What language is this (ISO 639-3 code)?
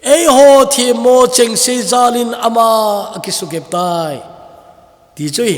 tcz